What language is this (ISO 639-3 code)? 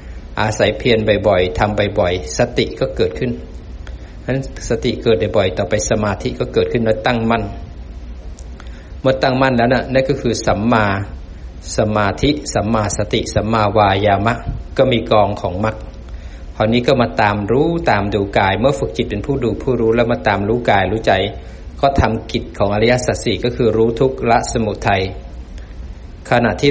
tha